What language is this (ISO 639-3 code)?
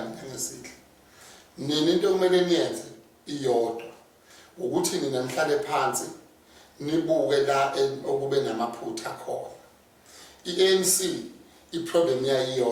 zul